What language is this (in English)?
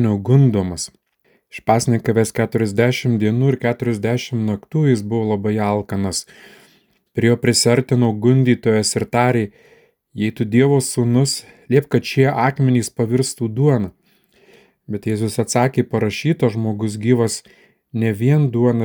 Lithuanian